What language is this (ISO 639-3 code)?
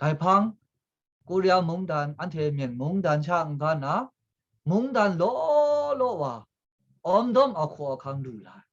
kac